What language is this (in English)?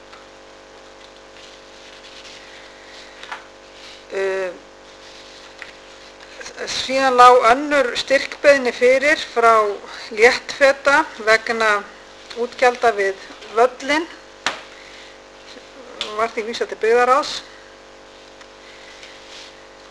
Icelandic